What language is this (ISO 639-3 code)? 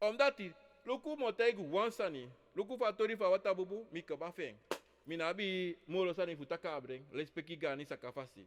srn